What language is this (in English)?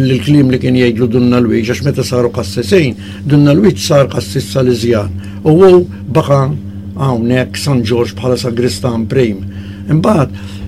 Maltese